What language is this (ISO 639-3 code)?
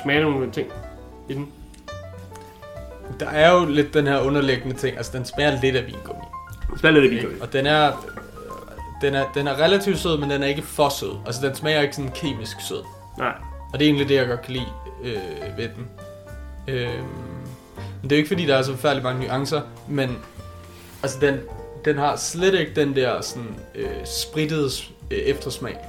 dan